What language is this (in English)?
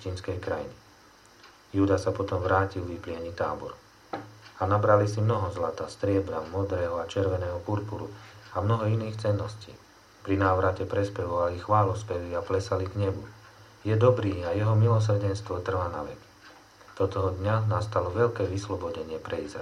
Slovak